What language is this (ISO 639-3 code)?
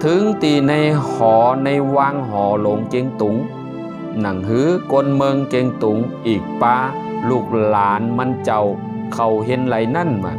shn